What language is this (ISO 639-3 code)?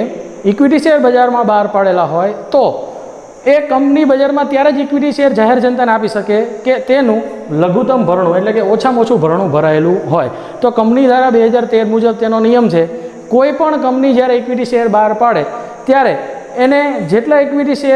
guj